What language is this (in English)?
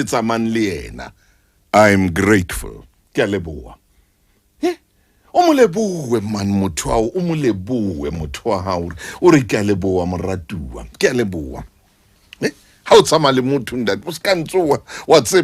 Southern Sotho